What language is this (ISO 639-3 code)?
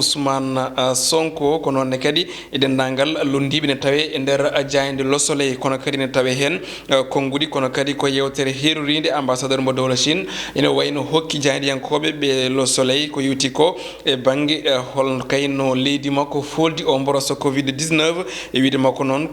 ful